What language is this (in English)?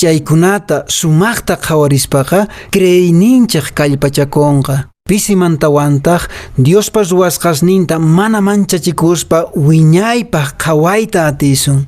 Quechua